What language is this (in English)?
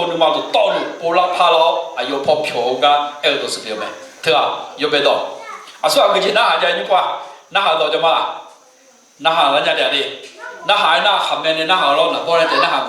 Akha